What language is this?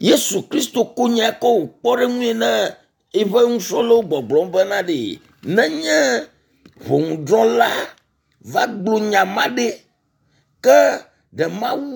Ewe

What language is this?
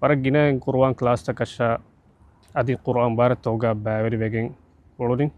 Divehi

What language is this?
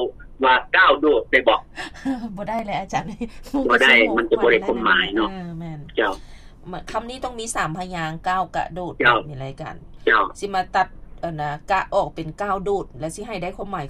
Lao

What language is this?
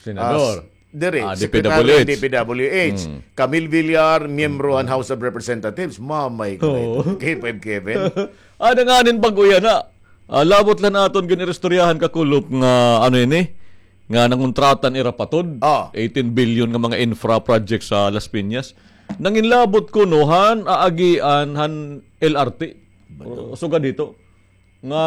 Waray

